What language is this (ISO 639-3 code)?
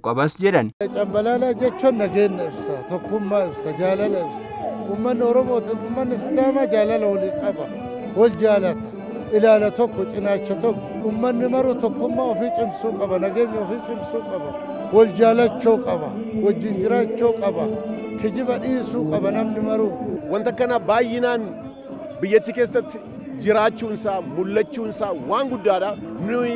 orm